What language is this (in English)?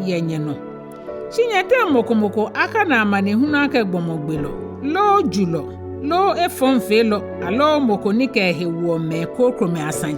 Ga